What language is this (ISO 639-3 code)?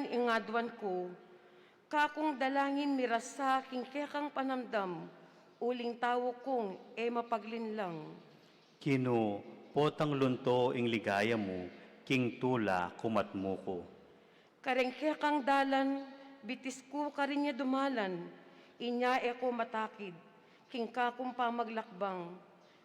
pam